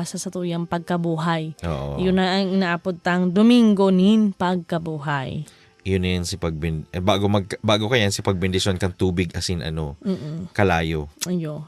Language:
Bikol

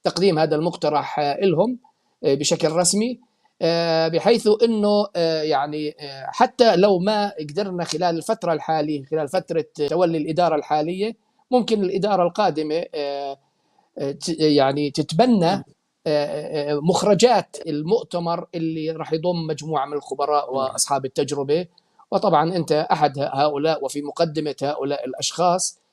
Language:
North Levantine Arabic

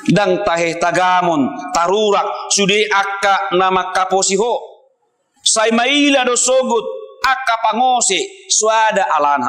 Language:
Batak Toba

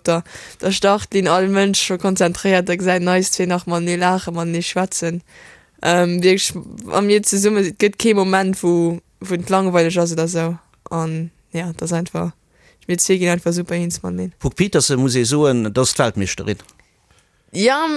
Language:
Luxembourgish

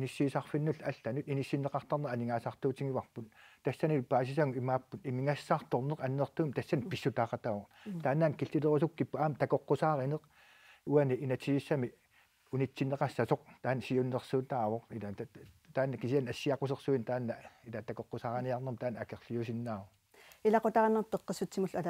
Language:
Kalaallisut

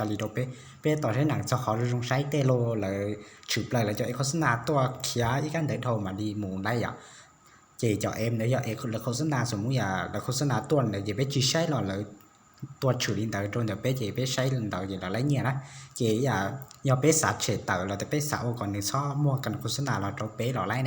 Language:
Hmong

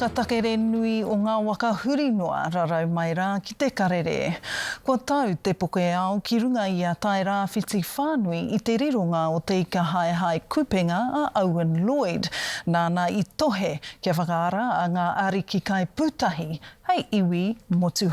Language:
Māori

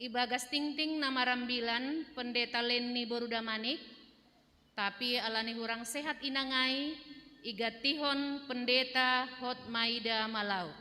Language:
Batak Simalungun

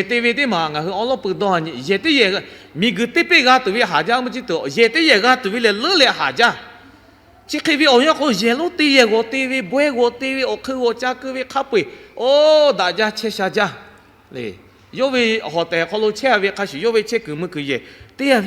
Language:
Lahu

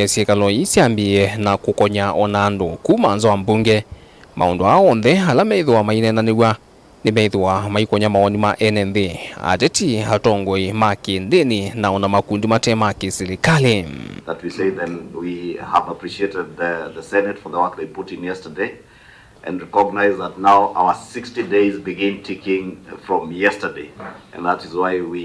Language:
Kamba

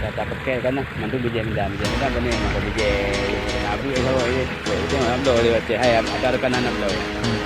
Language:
Achinese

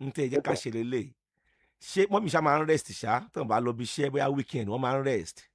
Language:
Yoruba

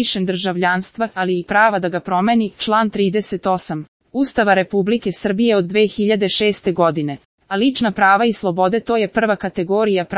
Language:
Serbian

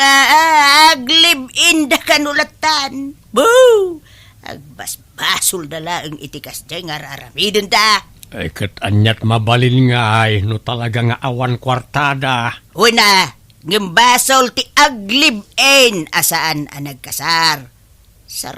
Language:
Iloko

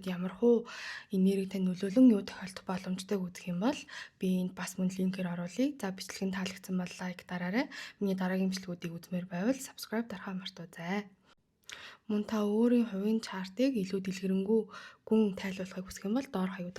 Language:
Mongolian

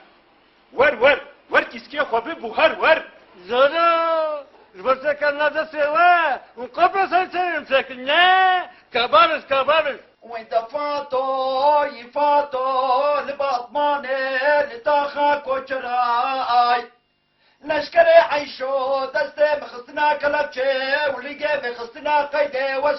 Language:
Kurdish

